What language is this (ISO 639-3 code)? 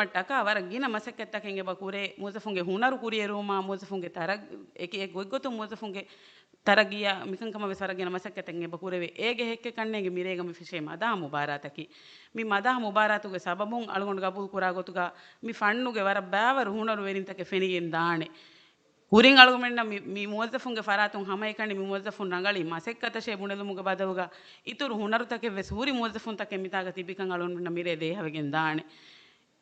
div